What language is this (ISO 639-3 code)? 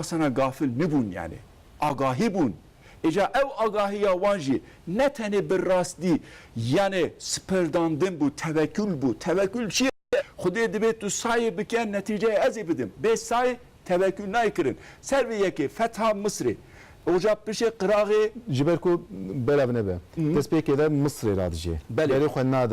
kur